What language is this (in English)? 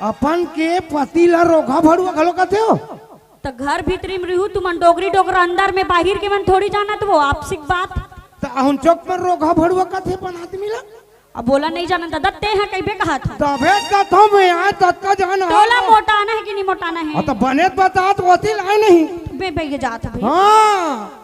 Chhattisgarhi